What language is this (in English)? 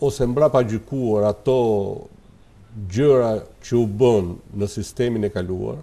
Albanian